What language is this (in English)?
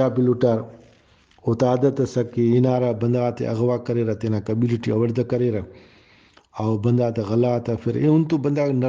Brahui